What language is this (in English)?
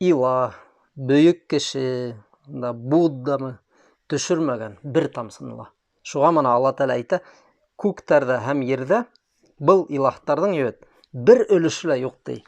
Bashkir